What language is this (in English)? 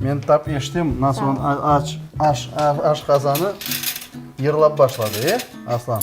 Crimean Tatar